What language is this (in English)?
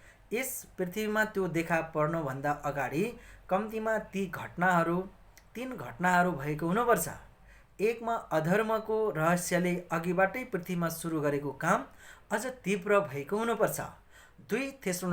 Nepali